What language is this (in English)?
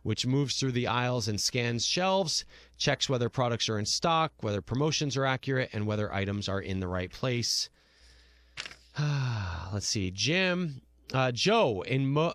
English